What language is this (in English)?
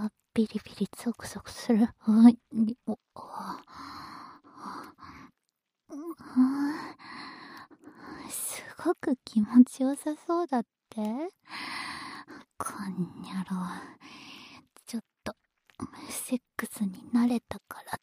Japanese